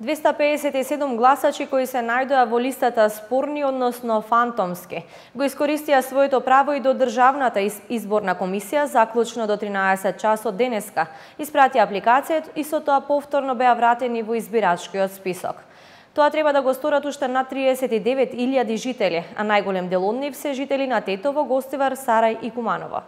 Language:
Macedonian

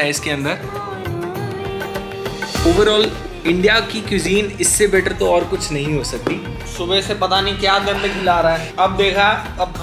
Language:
Hindi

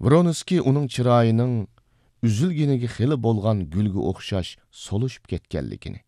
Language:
Uyghur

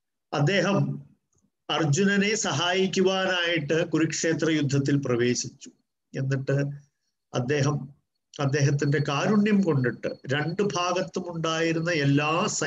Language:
Malayalam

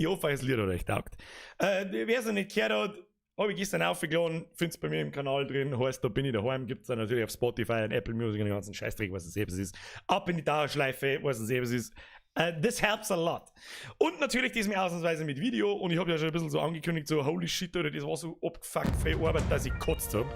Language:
Bavarian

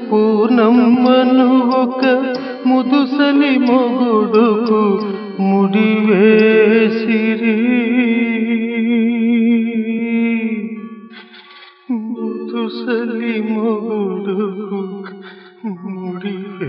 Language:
Telugu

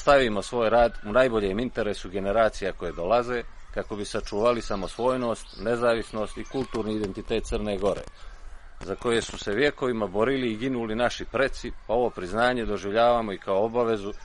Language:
Serbian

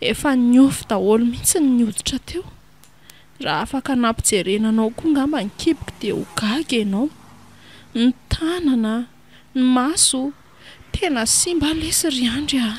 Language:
Malagasy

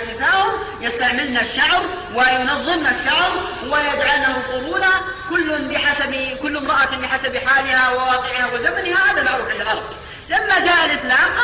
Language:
Arabic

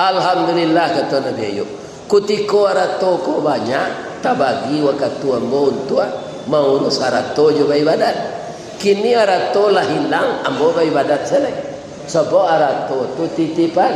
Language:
Minangkabau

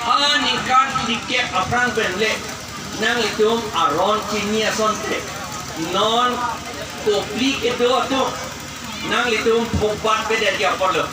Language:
Karbi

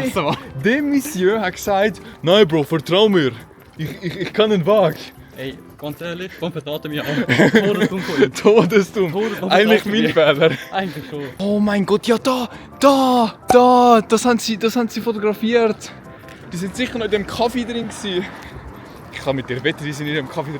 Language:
Swiss German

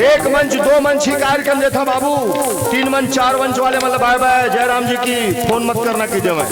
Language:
Chhattisgarhi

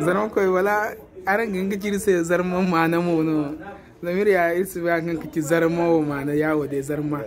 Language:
Zarma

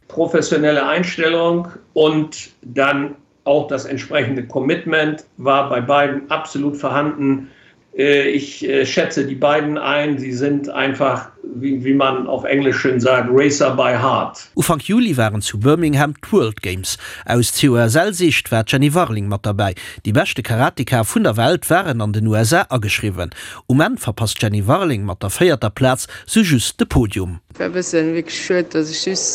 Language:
Luxembourgish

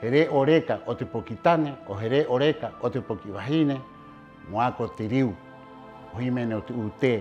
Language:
Rapanui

